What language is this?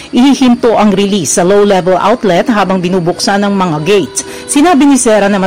Filipino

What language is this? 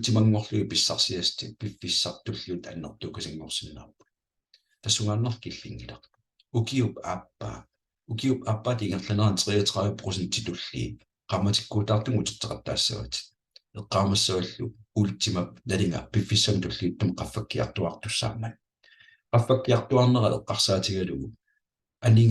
Kalaallisut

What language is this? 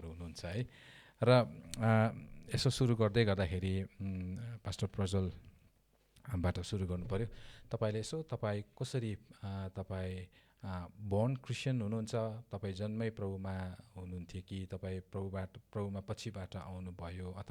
Nepali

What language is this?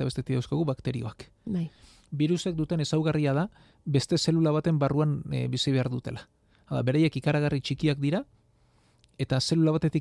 Basque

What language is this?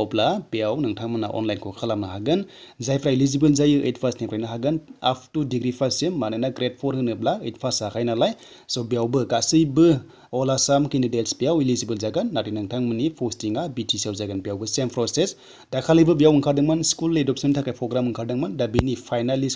Bodo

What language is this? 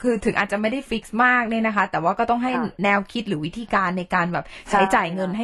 Thai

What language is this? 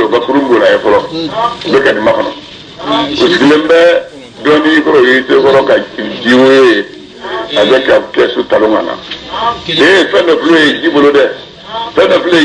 Bambara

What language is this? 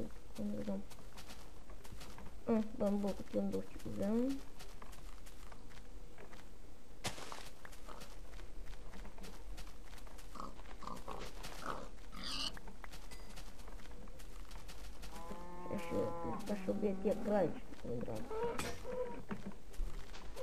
Bulgarian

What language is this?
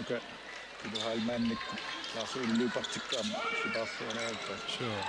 Kalaallisut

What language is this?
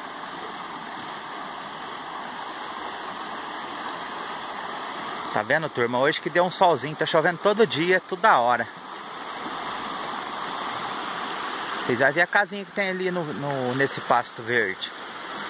Portuguese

